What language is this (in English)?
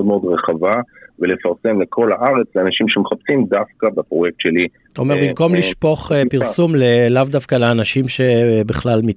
Hebrew